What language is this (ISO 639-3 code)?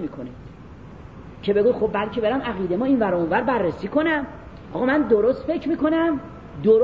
fas